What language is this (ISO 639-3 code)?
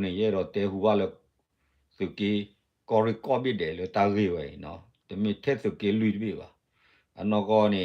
ksw